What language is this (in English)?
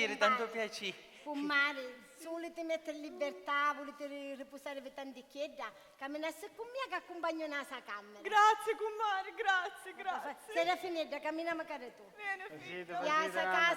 Sicilian